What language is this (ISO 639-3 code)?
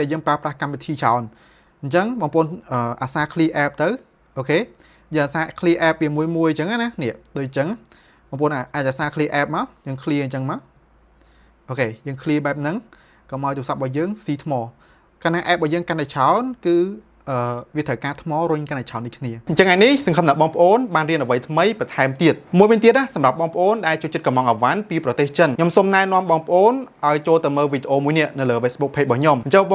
khm